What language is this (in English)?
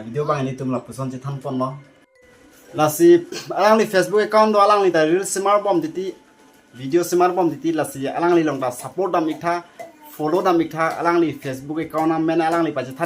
Karbi